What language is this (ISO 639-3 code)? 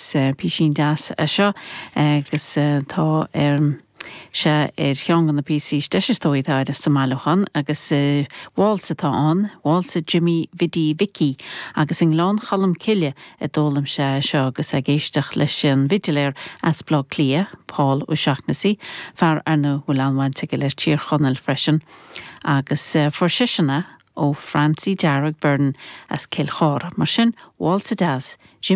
gle